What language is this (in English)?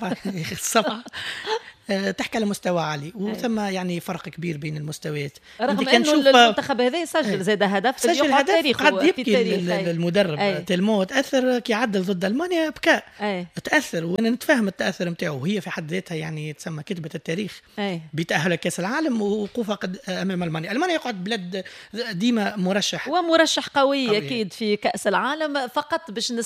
Tunisian Arabic